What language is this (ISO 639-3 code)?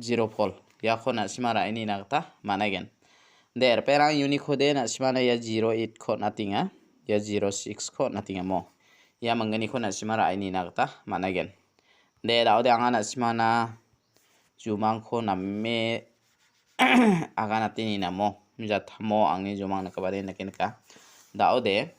grt